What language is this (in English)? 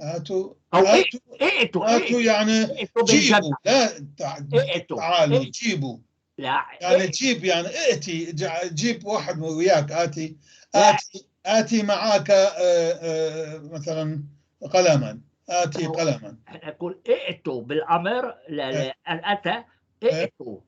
North Levantine Arabic